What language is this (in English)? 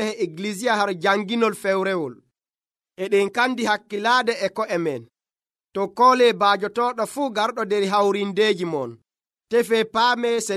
Nigerian Fulfulde